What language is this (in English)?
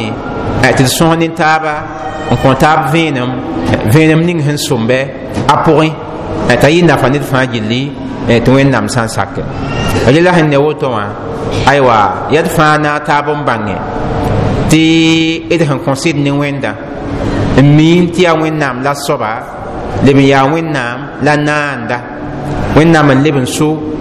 Mossi